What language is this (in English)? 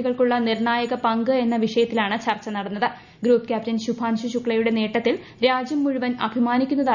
Malayalam